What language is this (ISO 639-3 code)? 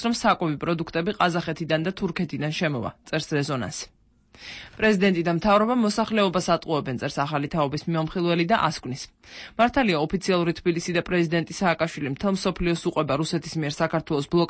kat